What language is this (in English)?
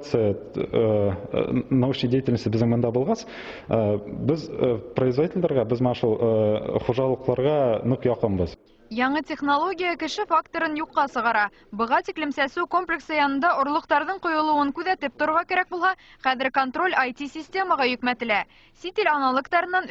Bashkir